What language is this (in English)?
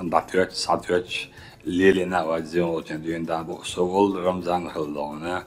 Chechen